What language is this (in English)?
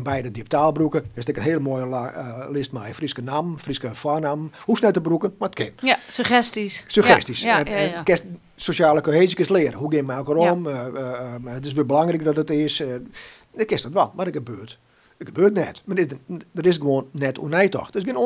Western Frisian